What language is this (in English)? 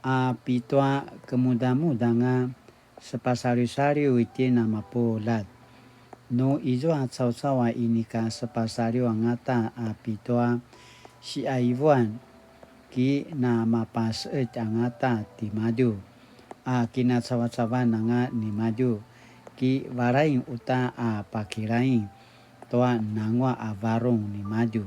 Paiwan